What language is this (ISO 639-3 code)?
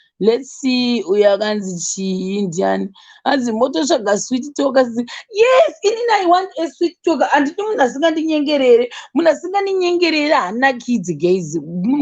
sna